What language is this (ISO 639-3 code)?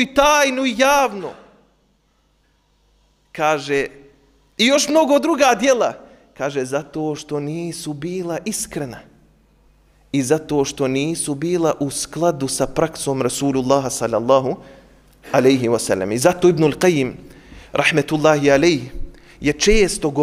bos